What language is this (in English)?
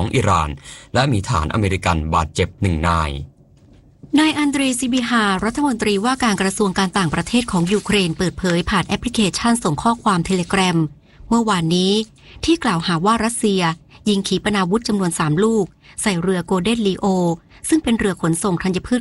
Thai